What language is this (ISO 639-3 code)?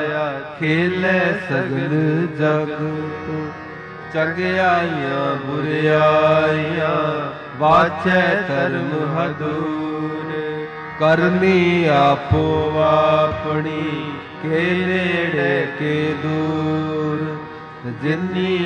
pan